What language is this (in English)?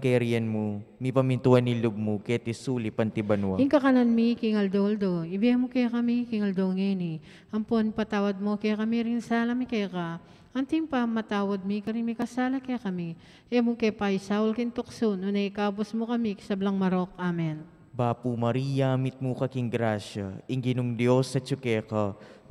Pampanga